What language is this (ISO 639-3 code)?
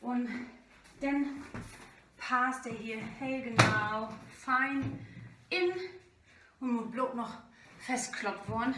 nds